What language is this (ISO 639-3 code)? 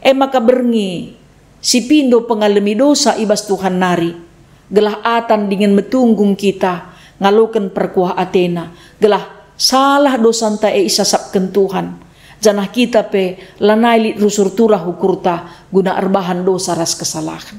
btx